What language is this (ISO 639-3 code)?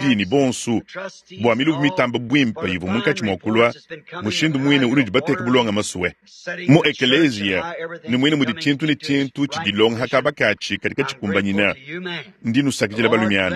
lua